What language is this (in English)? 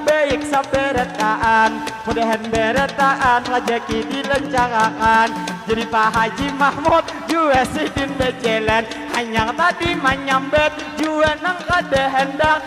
Banjar